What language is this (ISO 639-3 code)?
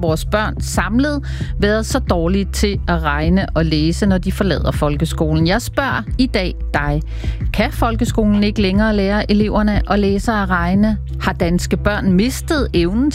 dan